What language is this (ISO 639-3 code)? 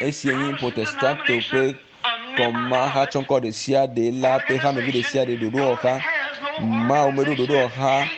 ewe